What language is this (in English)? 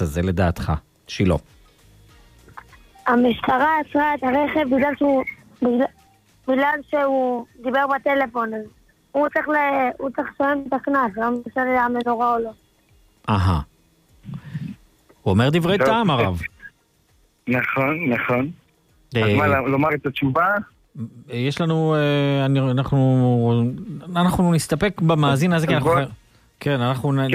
Hebrew